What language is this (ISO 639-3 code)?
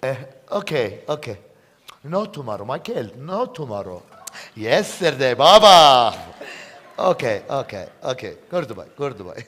azb